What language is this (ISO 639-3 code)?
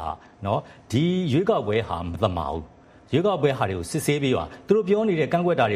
mya